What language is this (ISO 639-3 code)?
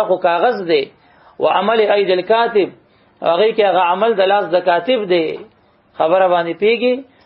pus